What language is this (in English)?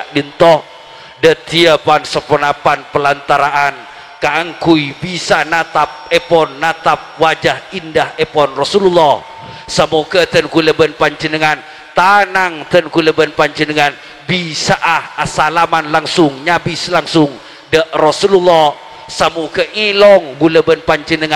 Madurese